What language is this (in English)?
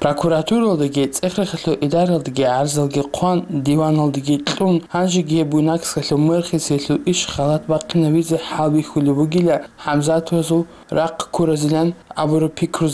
Avaric